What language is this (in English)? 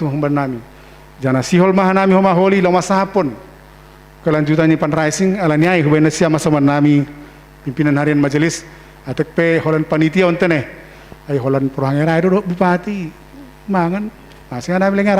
Batak Simalungun